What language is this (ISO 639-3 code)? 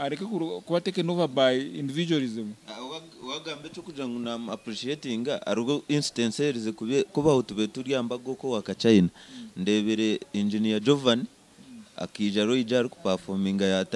nyn